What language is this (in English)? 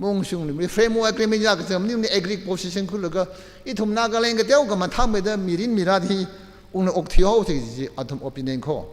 Tangkhul Naga (India)